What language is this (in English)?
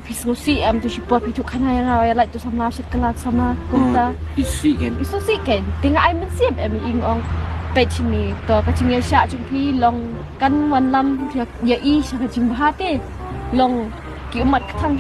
Khasi